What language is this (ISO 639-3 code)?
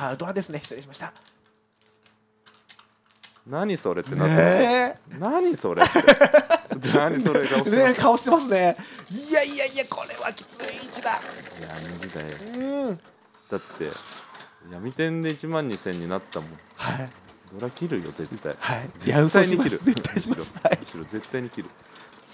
jpn